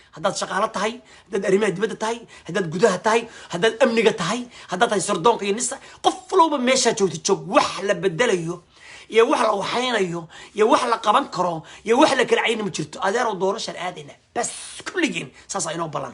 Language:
Somali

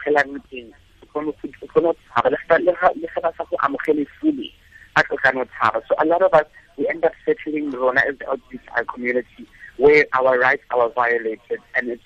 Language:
Tswana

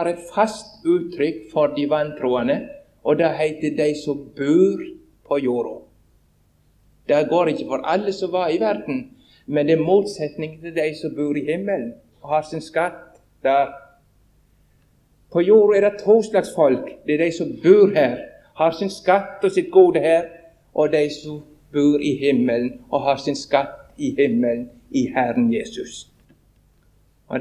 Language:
Norwegian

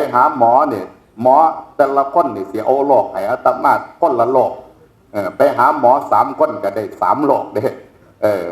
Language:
Northeastern Thai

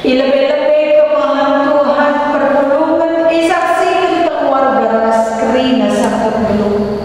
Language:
Batak Karo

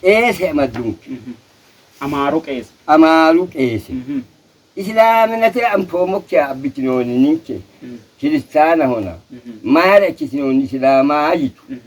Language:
Sidamo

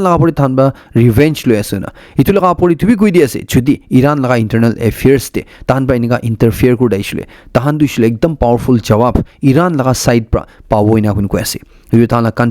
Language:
Naga Pidgin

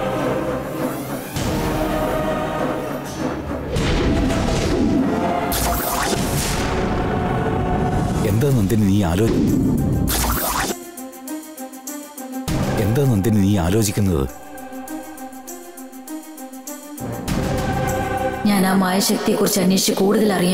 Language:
Malayalam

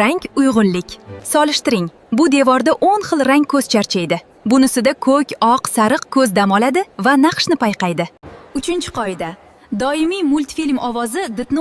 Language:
Uzbek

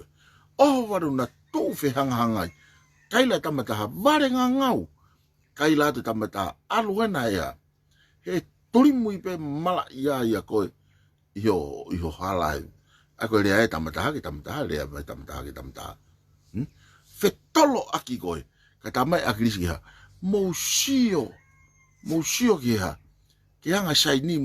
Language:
Tongan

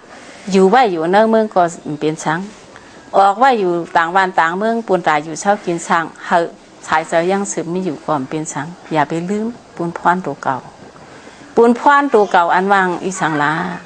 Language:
Shan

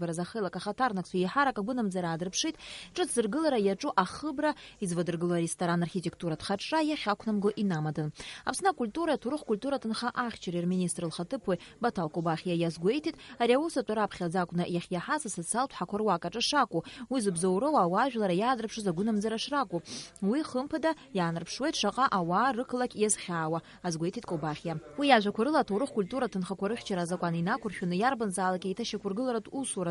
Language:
Abkhazian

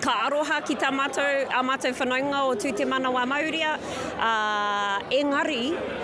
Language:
Māori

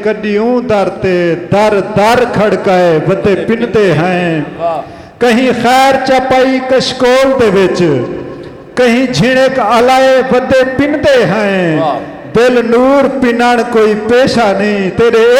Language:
Saraiki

